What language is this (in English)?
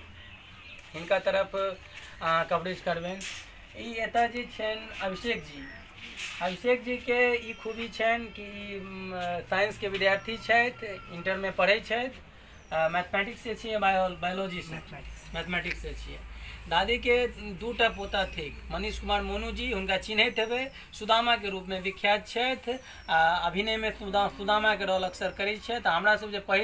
Maithili